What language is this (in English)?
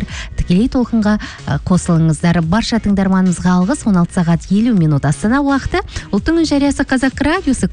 Kazakh